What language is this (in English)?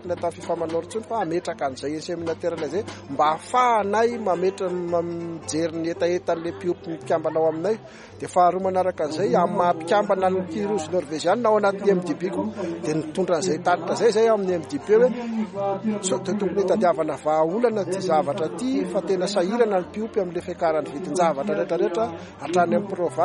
Malagasy